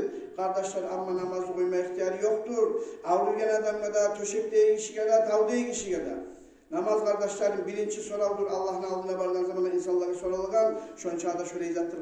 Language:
Kumyk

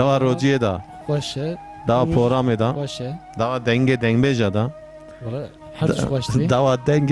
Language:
Kurdish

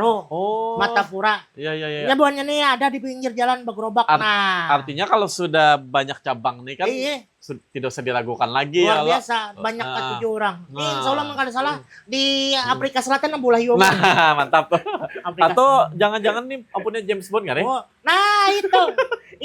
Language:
Banjar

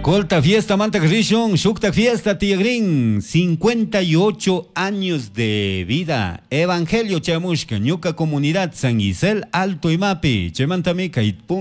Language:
Chimborazo Highland Quichua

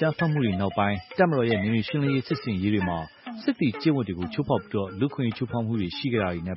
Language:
Burmese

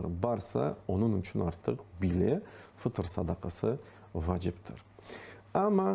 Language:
Crimean Tatar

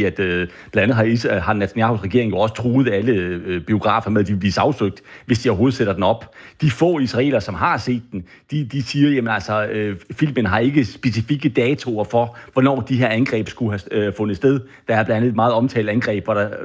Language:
Danish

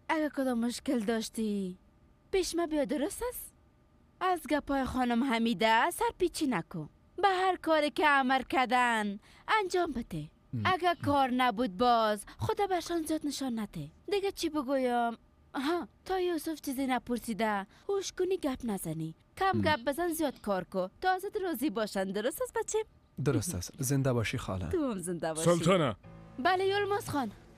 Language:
Persian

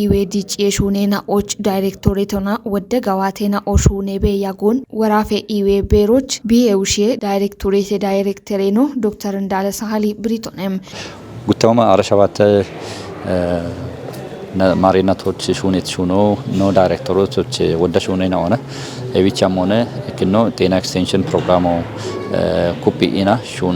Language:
Kafa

